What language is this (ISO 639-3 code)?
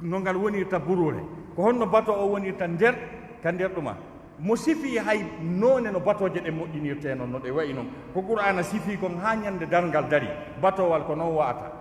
ful